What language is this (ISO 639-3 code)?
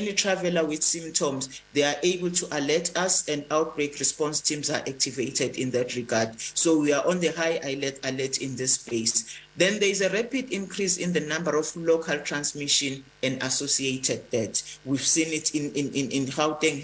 eng